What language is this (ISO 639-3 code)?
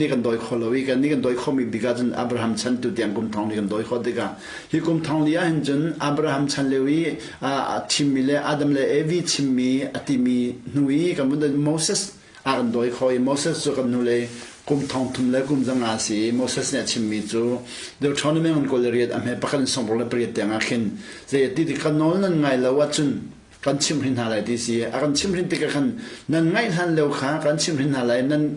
cnh